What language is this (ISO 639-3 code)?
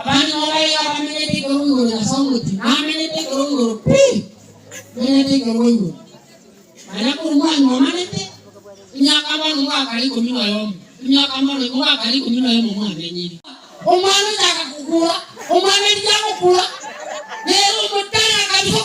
guz